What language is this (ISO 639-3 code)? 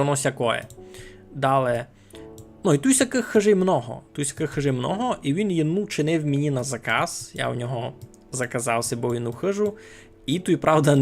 rue